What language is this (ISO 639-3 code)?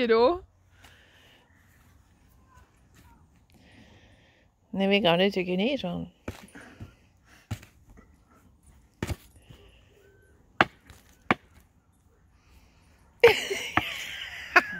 dan